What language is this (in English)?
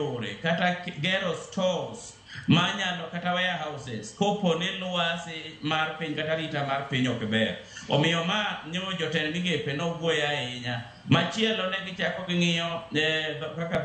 Luo (Kenya and Tanzania)